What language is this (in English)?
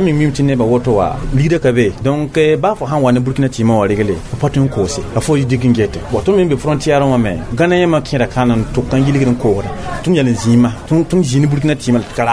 Mossi